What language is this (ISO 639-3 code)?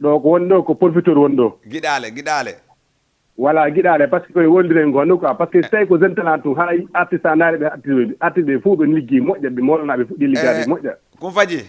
ful